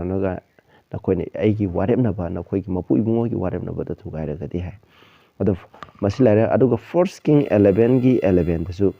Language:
Manipuri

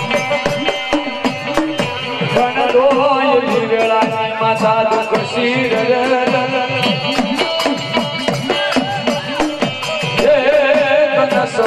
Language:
Gujarati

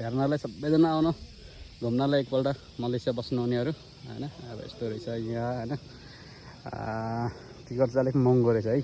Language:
Nepali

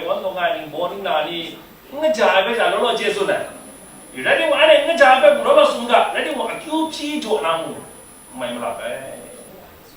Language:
Kachin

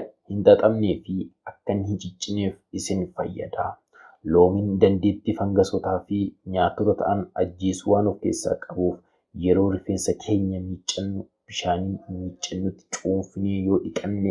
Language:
Oromo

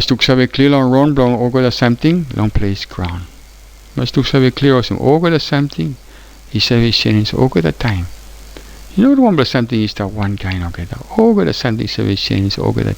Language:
Tok Pisin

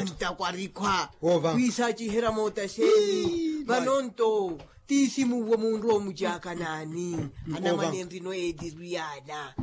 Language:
Makhuwa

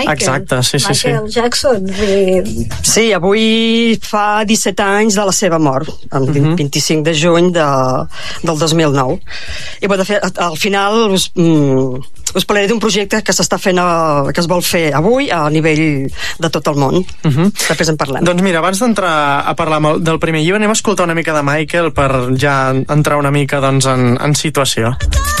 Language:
Catalan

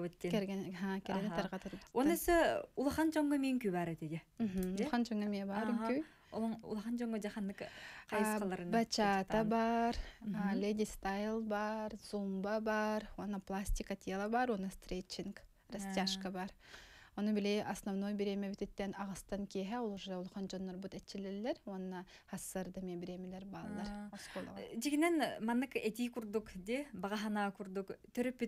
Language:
Yakut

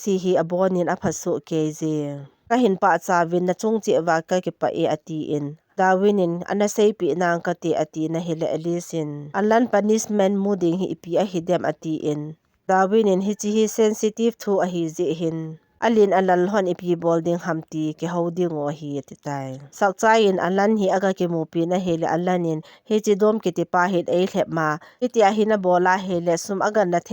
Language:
Thado Chin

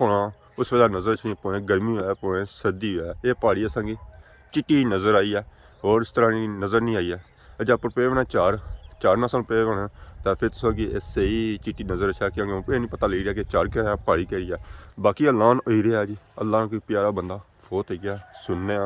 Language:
Pahari-Potwari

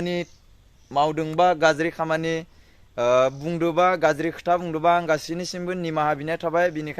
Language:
Bodo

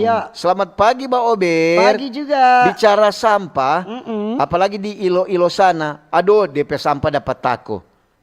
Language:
Manado Malay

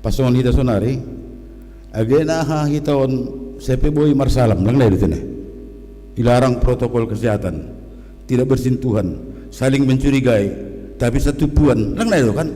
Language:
Batak Simalungun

